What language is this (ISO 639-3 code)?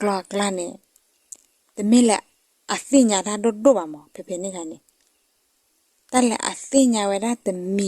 ksw